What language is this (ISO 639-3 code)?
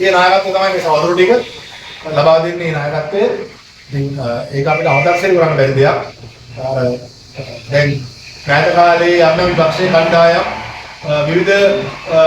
sin